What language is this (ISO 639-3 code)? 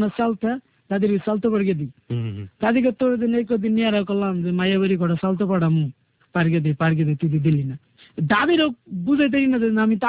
ben